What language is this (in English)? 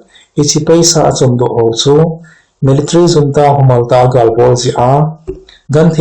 Thado Chin